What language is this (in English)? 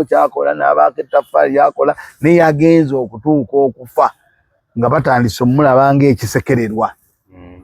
Ganda